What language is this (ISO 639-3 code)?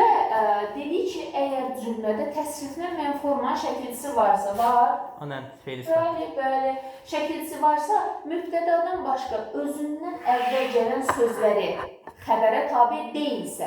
aze